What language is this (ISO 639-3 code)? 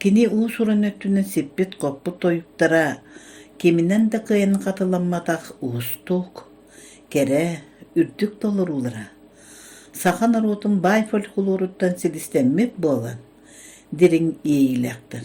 sah